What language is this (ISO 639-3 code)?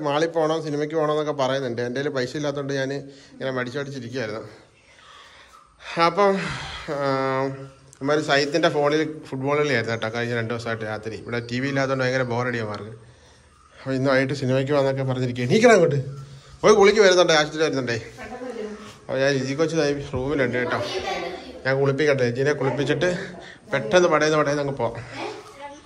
mal